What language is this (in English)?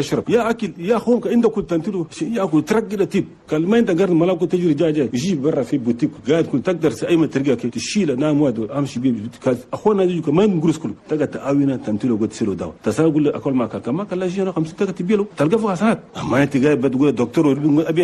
Chadian Arabic